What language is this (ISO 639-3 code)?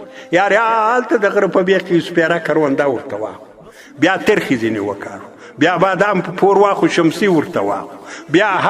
pus